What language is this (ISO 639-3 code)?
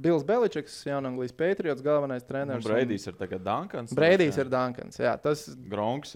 lav